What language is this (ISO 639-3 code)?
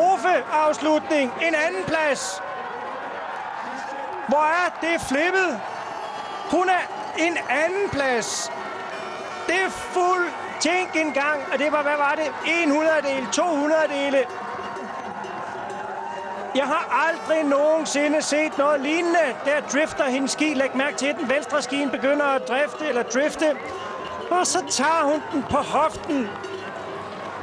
dan